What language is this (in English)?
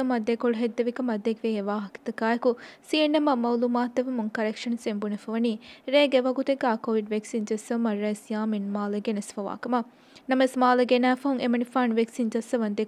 Divehi